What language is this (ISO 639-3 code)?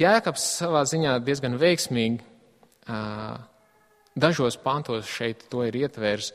lav